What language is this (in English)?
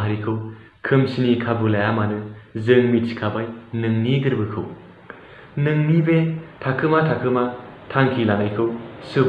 Bodo